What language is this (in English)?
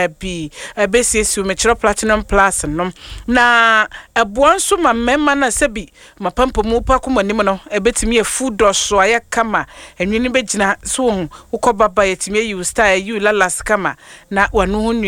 Akan